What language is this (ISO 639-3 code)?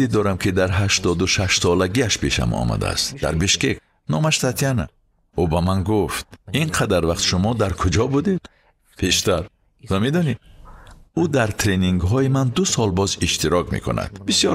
tgk